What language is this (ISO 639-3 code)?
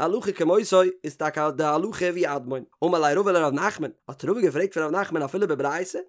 yid